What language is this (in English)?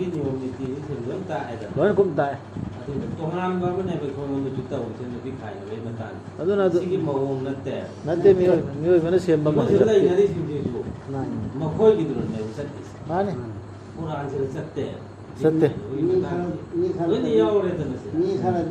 Manipuri